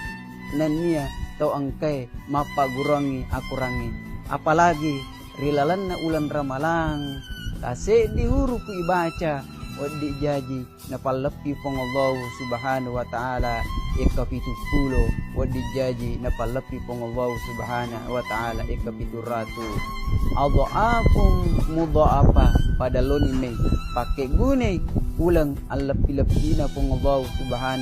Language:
Buginese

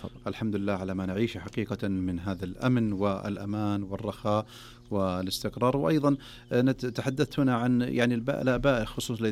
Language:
Arabic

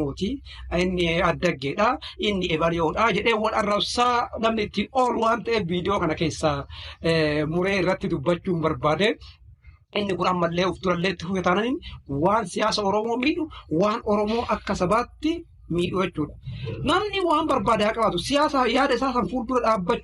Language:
Oromo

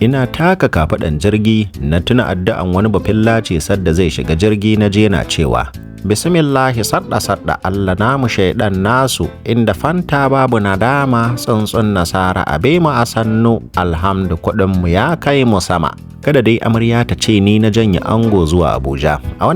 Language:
Hausa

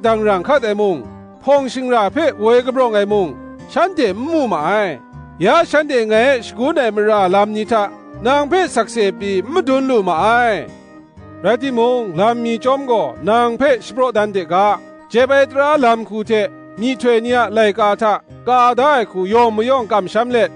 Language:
Kachin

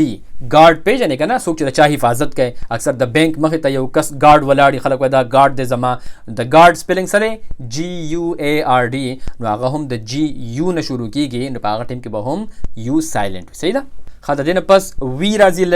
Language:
Pashto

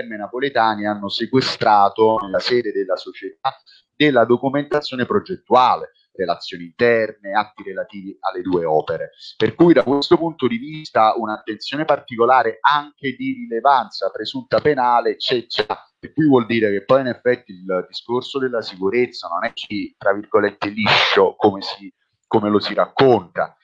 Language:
Italian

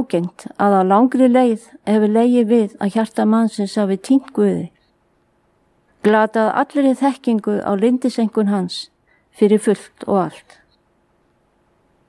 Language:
Icelandic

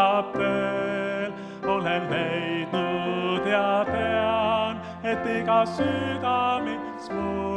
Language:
Estonian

